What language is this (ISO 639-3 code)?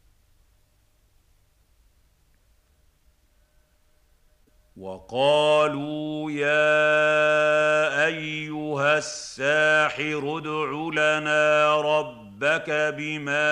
ara